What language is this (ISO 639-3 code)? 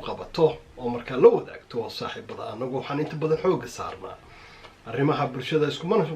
som